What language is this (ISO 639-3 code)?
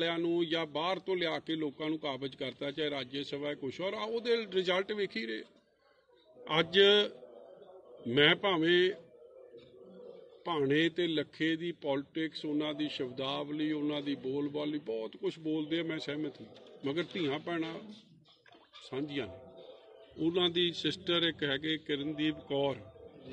pan